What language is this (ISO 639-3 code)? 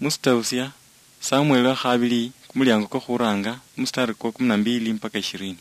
luy